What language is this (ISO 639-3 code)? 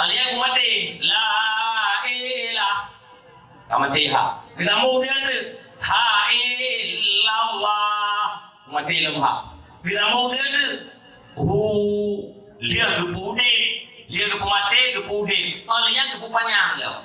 ace